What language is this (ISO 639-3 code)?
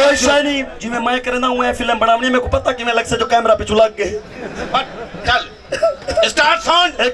skr